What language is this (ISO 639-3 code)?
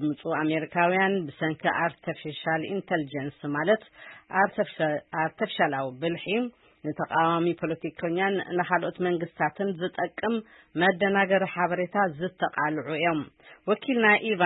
tir